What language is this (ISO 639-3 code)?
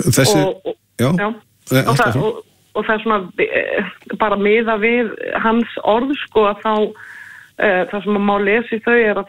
isl